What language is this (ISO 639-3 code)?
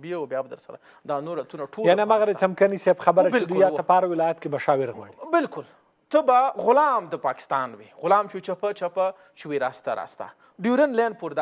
pus